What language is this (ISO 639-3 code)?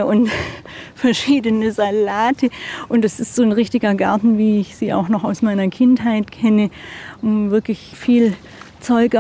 gsw